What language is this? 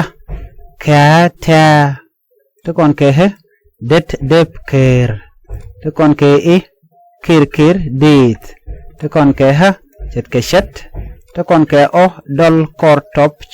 Nuer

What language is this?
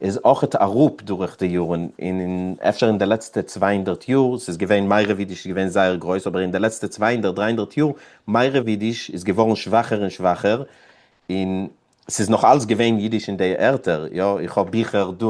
Yiddish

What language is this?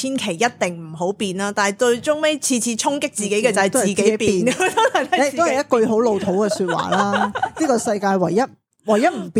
Cantonese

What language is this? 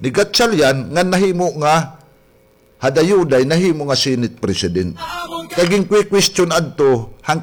Waray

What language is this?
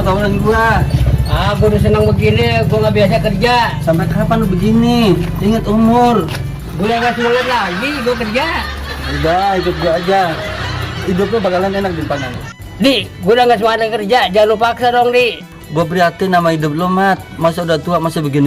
Betawi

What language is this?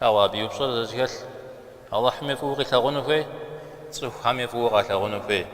Kabardian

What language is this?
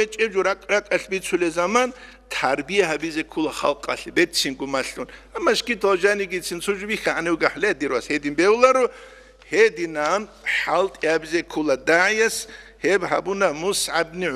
Avaric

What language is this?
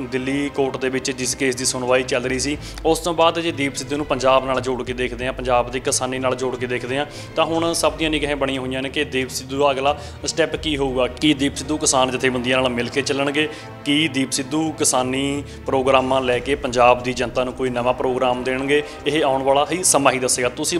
Punjabi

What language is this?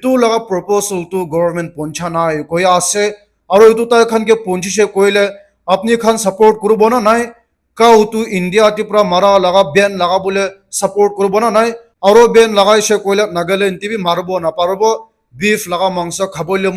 Naga Pidgin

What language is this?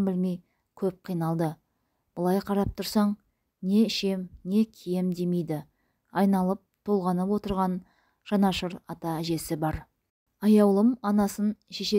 Kazakh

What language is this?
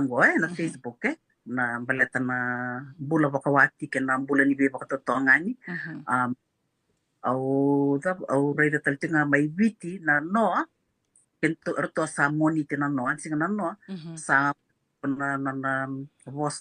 Fijian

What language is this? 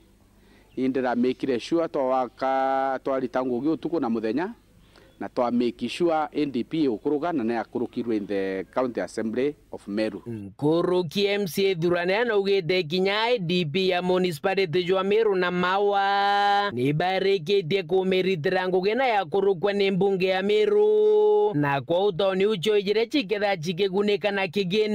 Meru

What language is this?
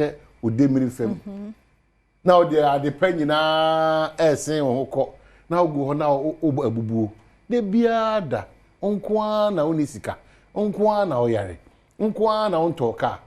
Akan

